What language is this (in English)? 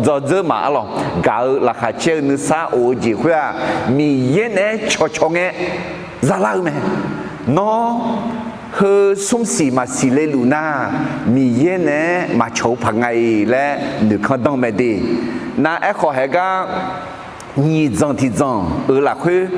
Akha